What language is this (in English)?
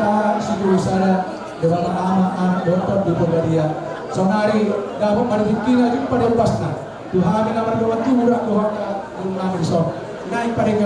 Batak Toba